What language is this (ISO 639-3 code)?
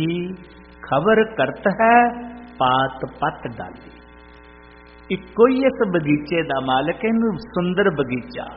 pan